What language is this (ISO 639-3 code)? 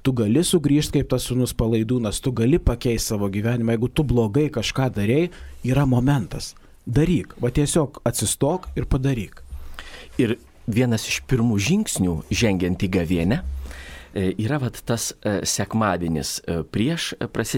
lit